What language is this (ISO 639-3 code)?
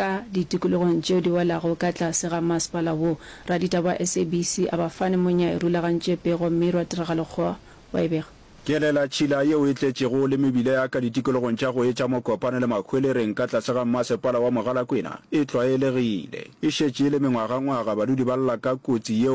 nso